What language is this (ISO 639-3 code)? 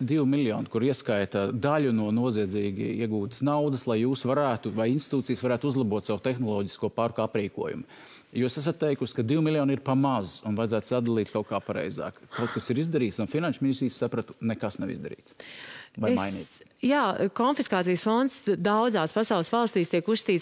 lav